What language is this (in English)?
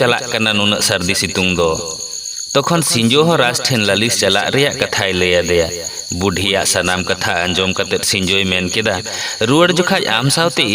Santali